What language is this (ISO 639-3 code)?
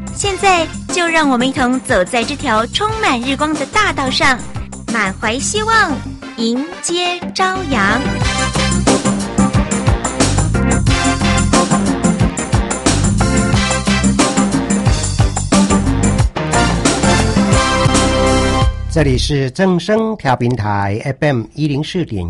zho